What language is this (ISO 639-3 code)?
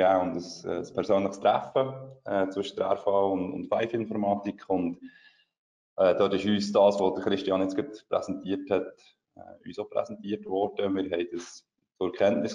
deu